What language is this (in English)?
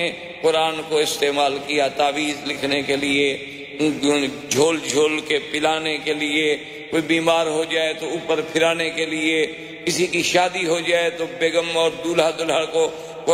Urdu